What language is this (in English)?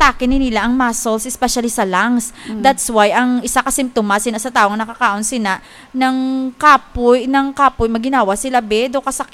Hiligaynon